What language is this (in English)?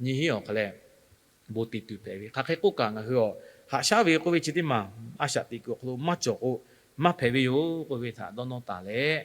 Lahu